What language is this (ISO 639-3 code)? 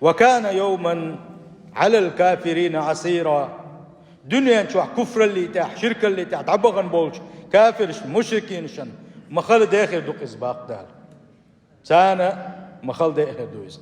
che